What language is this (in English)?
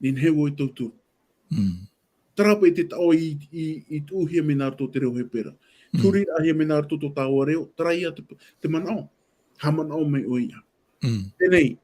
Tahitian